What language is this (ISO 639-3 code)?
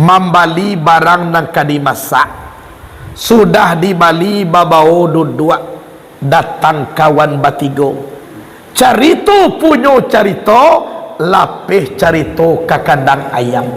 min